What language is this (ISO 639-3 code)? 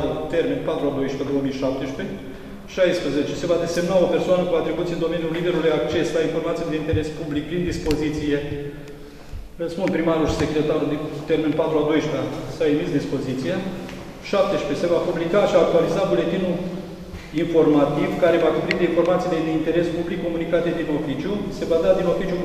ron